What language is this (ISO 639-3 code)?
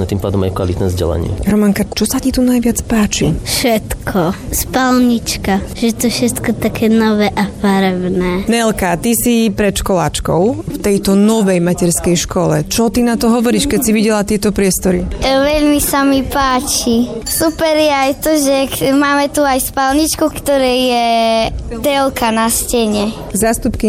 slk